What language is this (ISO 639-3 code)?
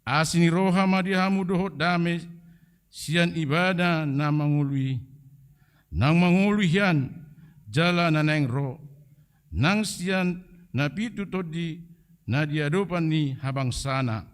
bbc